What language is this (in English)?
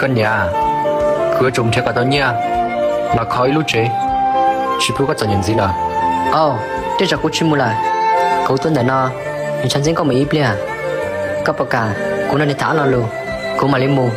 Hmong